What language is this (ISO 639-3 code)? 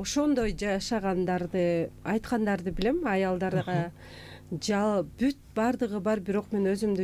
kir